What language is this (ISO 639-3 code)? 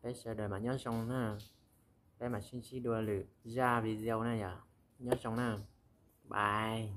hmn